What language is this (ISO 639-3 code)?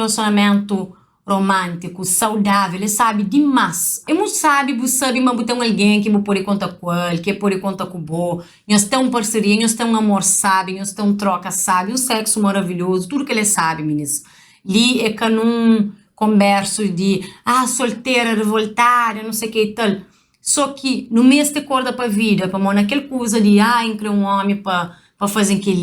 kea